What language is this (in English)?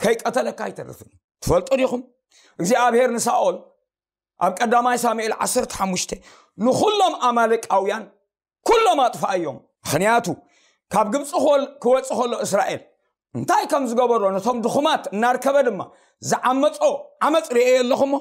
Tigrinya